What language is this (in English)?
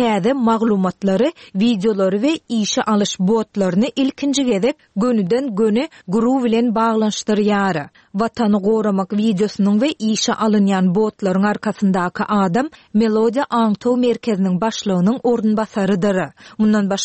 Turkmen